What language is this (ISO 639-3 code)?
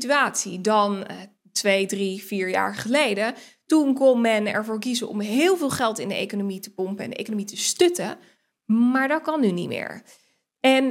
nld